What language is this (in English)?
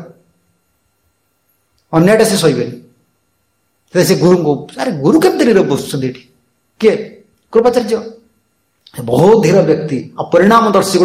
Odia